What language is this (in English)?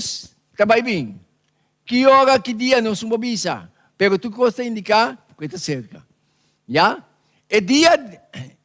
Papiamento